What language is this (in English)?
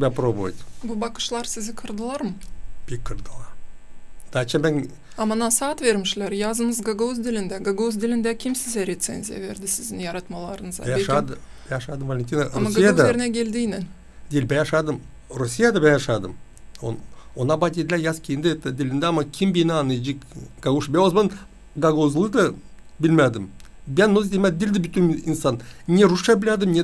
Gagauz